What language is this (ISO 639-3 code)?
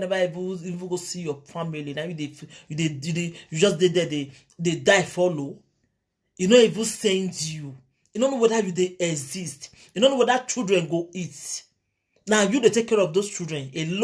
pcm